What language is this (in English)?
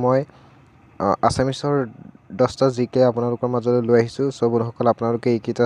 Assamese